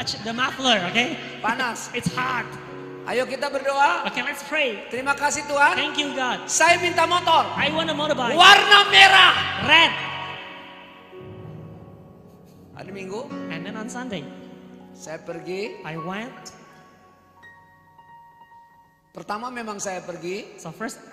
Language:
Indonesian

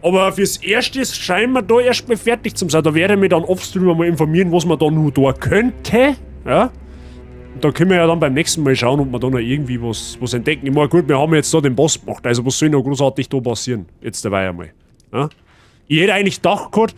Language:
Bavarian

